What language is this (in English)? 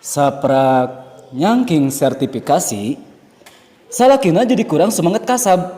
Sundanese